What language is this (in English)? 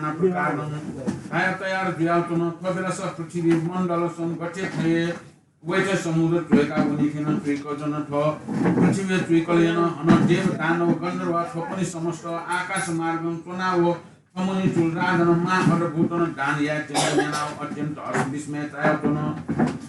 Newari